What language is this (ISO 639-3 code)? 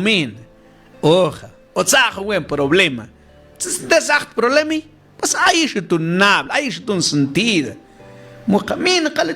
mam